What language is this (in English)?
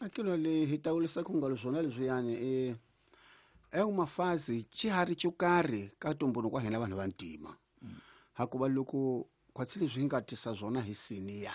Tsonga